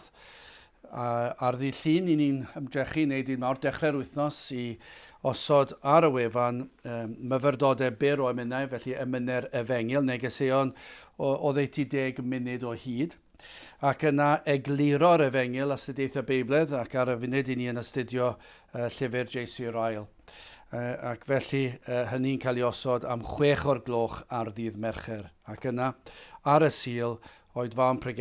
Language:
Welsh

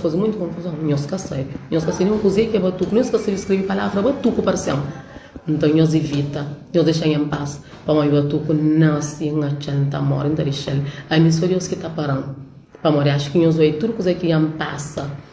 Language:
Kabuverdianu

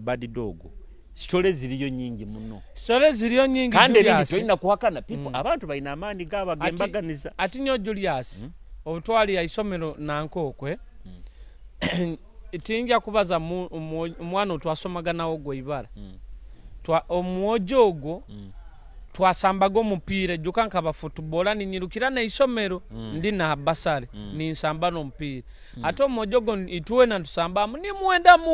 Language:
Nyoro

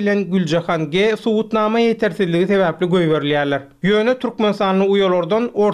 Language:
Turkmen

